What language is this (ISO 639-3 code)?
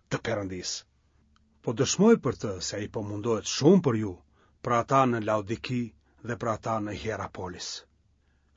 sqi